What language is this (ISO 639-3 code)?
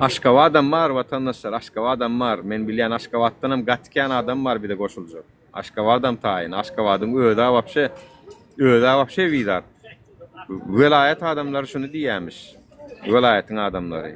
tuk